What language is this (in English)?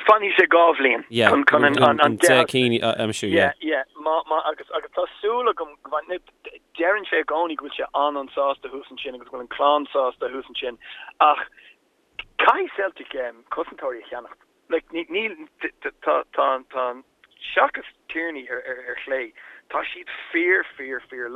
Irish